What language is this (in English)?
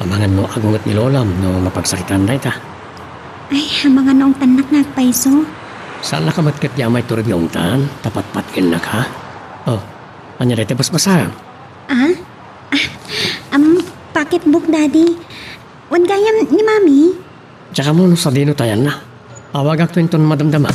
Iloko